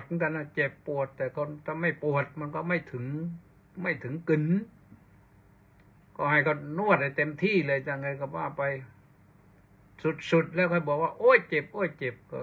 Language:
Thai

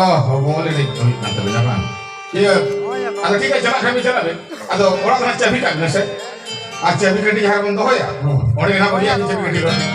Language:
Santali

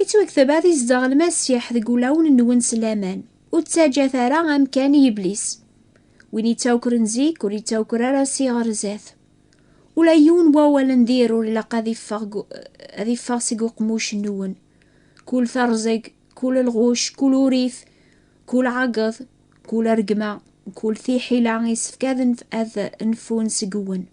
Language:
Kabyle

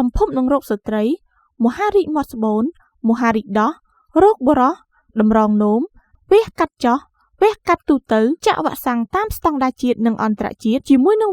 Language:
Khmer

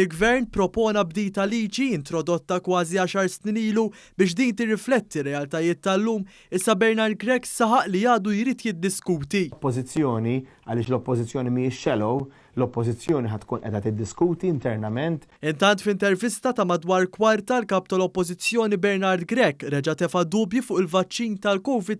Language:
Maltese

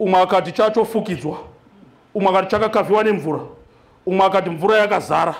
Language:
Shona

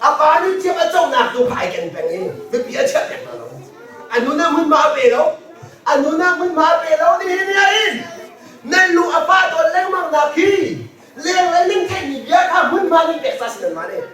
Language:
Hakha Chin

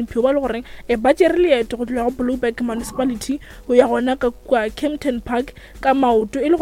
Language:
Northern Sotho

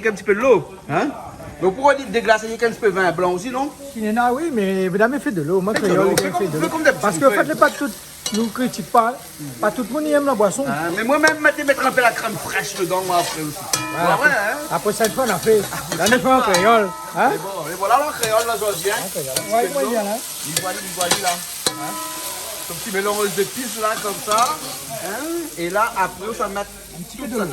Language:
Réunion Creole French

